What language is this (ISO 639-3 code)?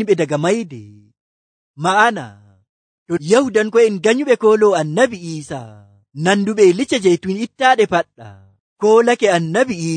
fuv